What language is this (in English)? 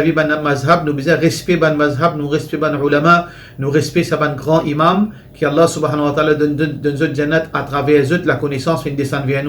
Morisyen